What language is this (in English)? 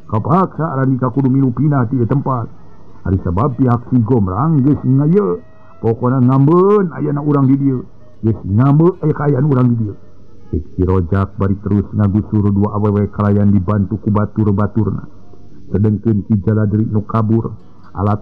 Sundanese